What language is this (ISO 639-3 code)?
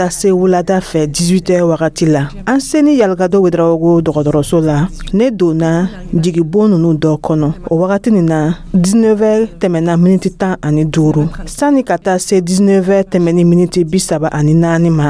dyu